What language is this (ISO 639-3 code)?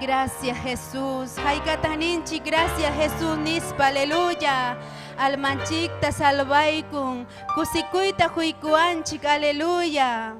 quy